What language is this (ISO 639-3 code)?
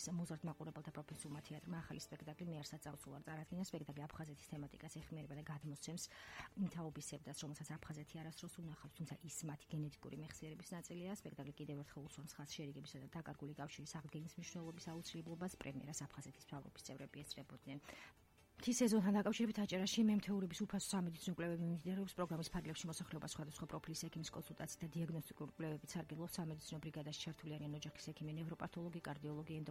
kat